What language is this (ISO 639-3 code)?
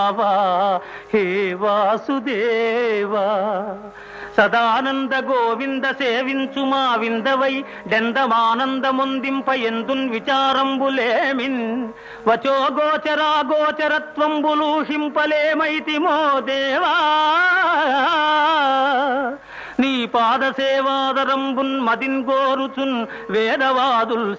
tel